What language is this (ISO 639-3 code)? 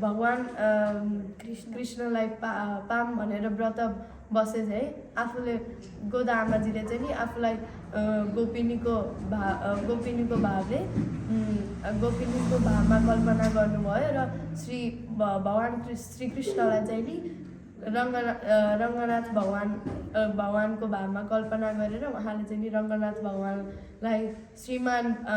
nep